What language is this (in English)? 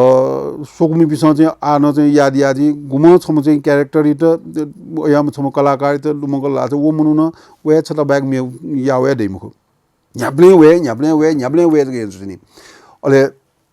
Newari